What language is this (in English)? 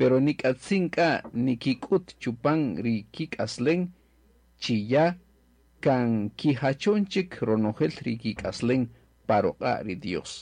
Kaqchikel